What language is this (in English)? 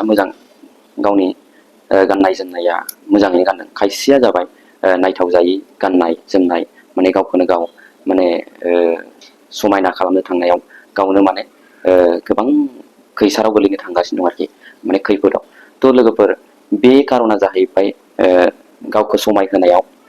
Bodo